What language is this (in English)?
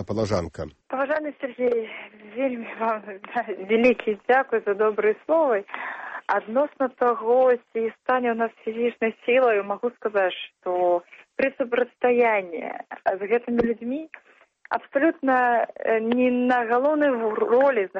Belarusian